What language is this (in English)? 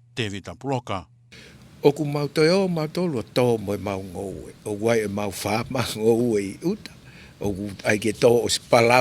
Tongan